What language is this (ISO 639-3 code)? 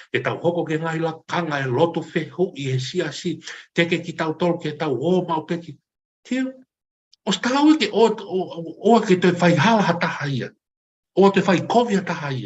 ton